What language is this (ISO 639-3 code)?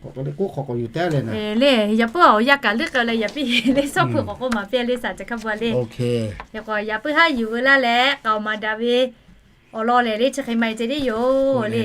lhu